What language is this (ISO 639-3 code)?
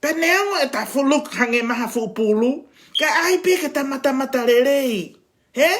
ton